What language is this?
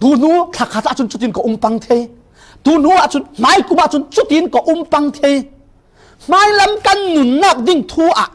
Falam Chin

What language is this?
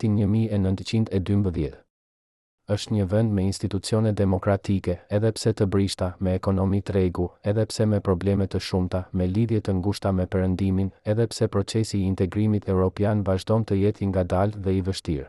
Albanian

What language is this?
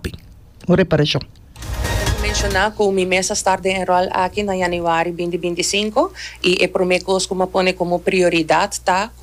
Papiamento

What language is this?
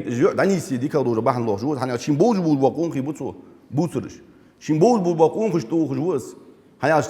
Ingush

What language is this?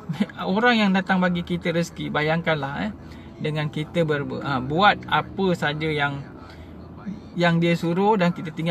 Malay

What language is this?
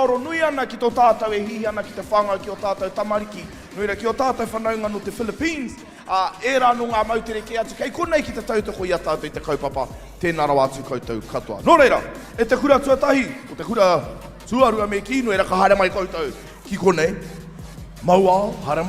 Māori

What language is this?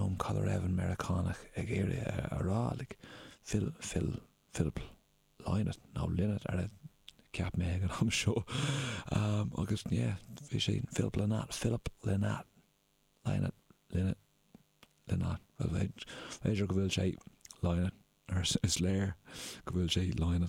Irish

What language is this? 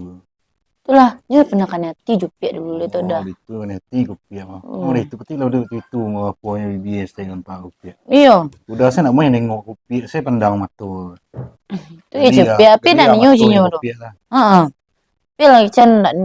Minangkabau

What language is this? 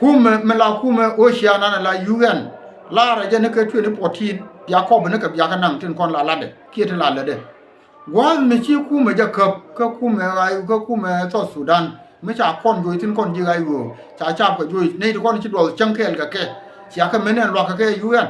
Nuer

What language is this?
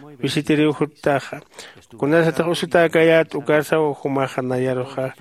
Aymara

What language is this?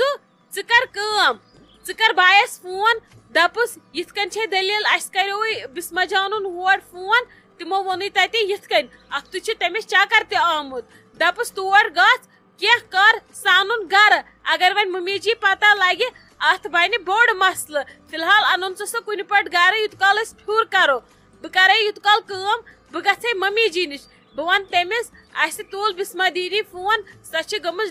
Kashmiri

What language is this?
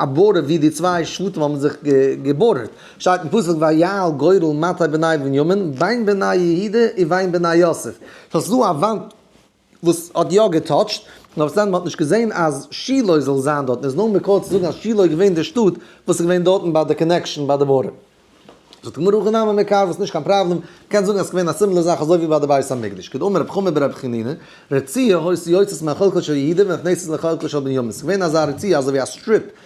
Yiddish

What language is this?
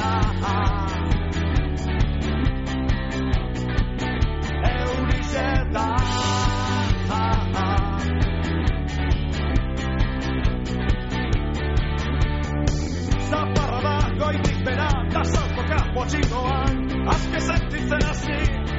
Basque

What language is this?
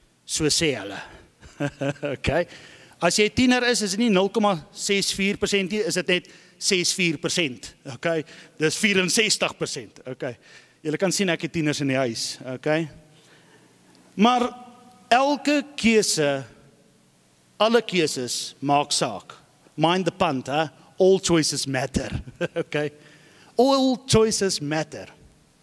Afrikaans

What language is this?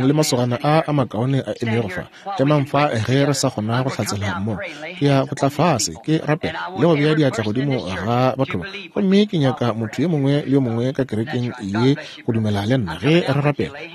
Northern Sotho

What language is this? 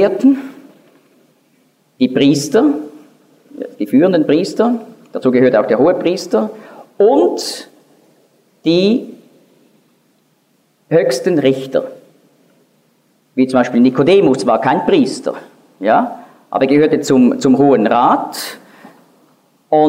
German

